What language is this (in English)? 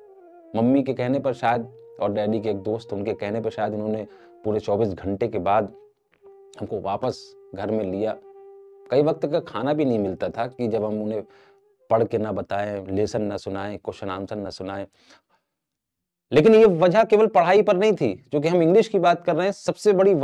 Hindi